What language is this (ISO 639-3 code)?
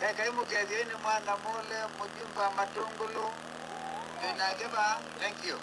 kam